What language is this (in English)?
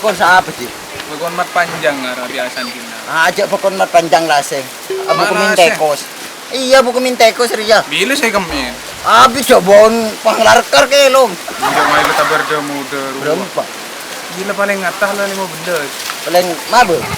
Madurese